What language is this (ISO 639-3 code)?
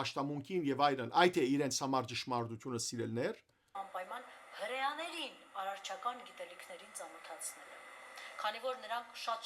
hyw